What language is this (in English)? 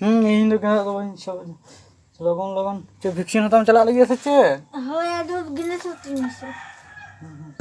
Santali